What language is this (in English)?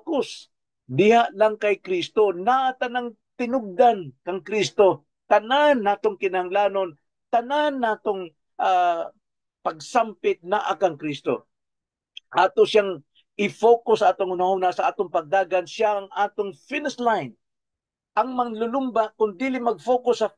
Cebuano